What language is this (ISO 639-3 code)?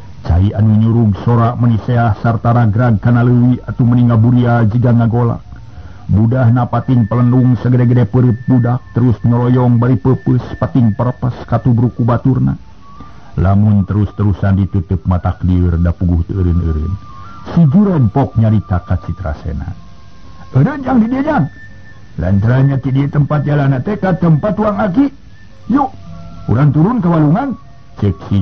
sun